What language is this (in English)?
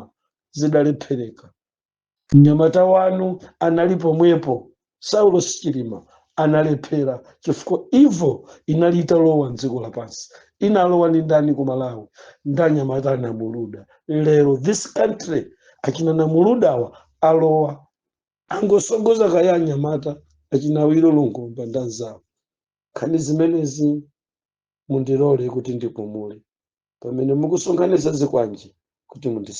Nyanja